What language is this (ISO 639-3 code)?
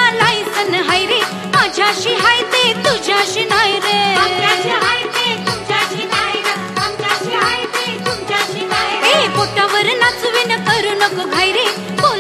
mar